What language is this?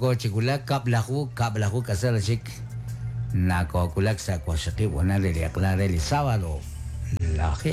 Kekchí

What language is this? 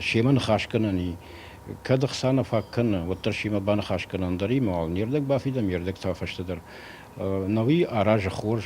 Ossetic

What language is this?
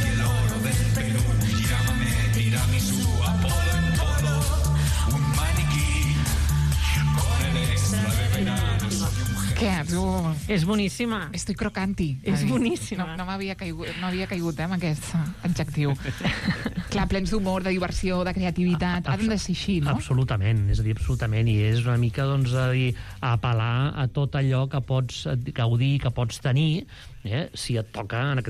Catalan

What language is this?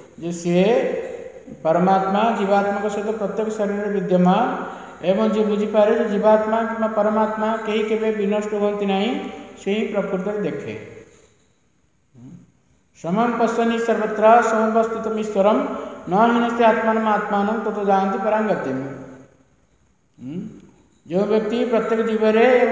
Odia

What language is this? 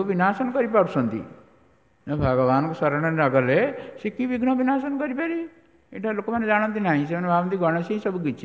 Odia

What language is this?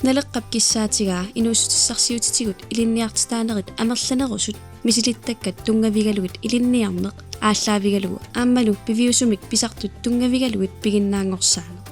Kalaallisut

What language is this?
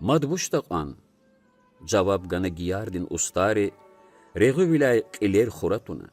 Lezghian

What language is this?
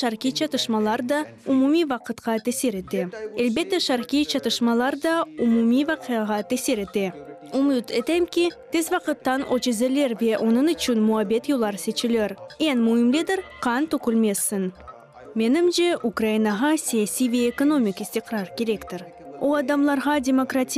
Crimean Tatar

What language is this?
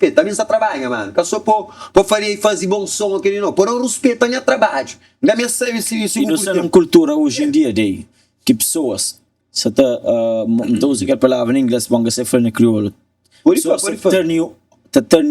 Kabuverdianu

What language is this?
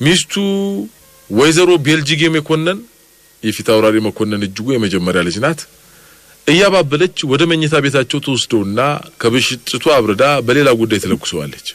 Amharic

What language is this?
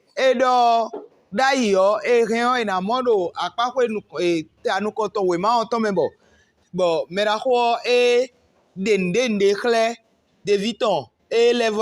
Fon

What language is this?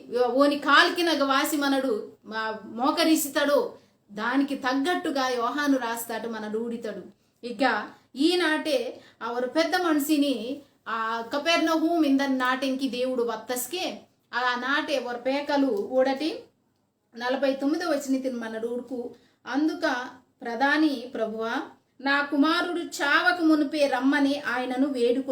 Koya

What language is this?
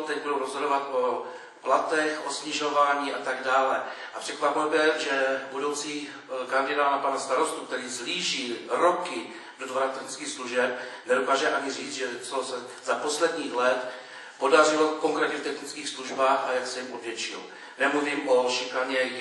Czech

